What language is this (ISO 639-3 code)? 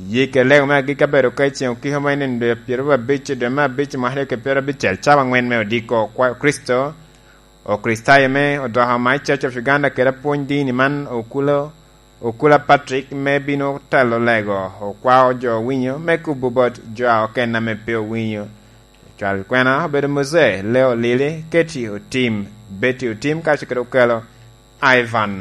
laj